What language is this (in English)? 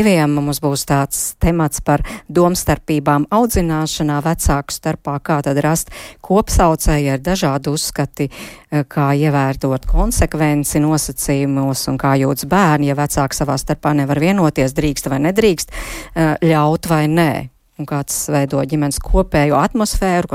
Latvian